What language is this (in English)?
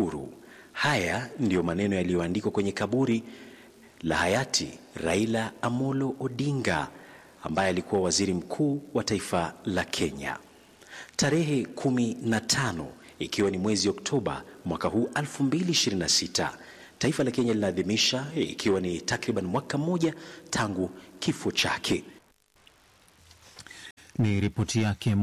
Swahili